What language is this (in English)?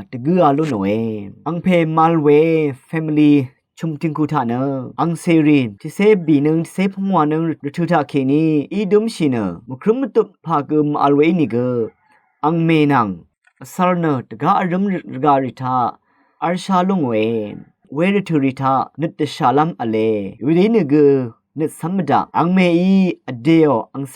Rawang